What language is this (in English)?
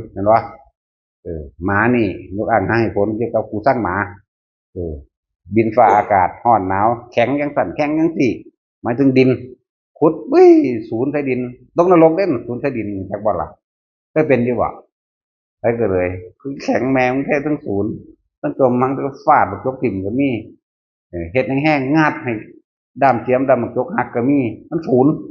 Northeastern Thai